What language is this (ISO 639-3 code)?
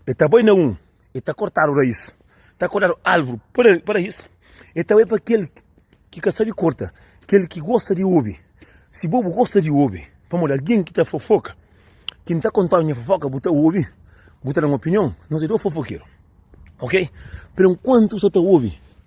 kea